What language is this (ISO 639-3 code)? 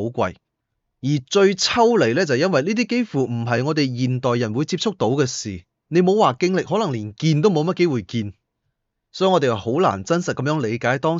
yue